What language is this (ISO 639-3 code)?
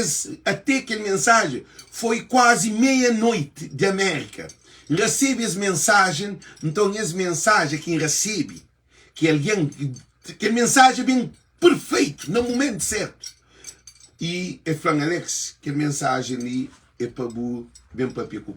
kea